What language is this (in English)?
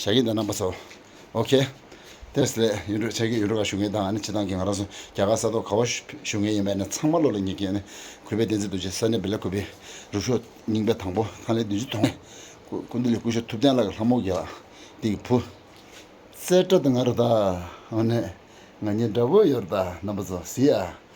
Tibetan